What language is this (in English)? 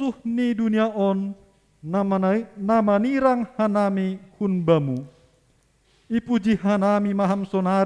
Batak Simalungun